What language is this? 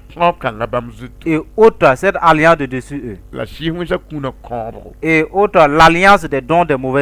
Mossi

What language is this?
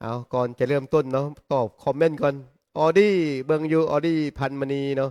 Lao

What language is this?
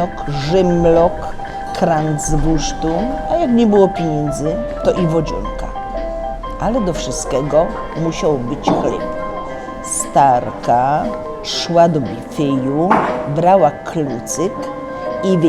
Silesian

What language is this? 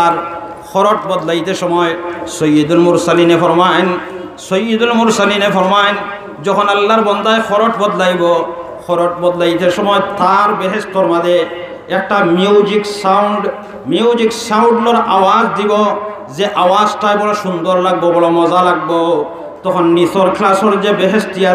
Sylheti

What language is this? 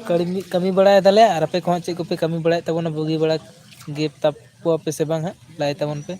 Santali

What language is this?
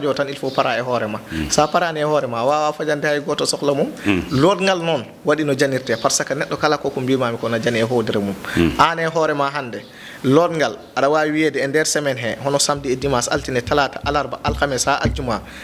Fula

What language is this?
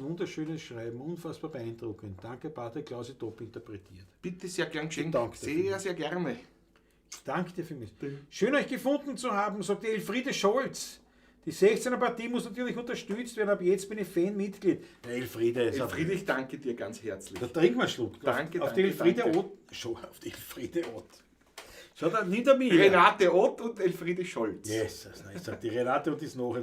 Bavarian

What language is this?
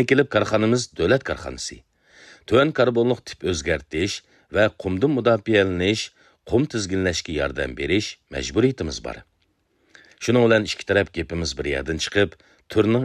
Uyghur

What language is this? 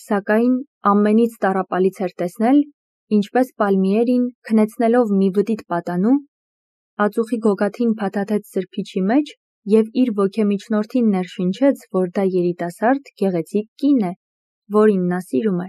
Armenian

